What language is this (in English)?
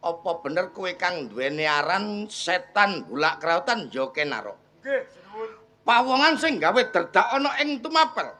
Javanese